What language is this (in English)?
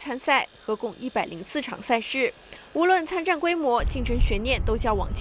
Chinese